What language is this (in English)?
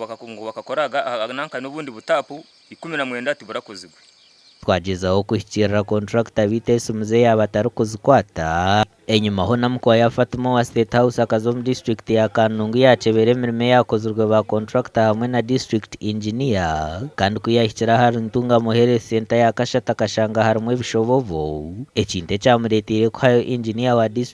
Nyankole